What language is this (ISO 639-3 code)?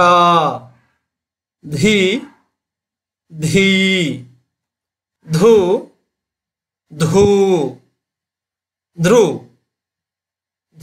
kan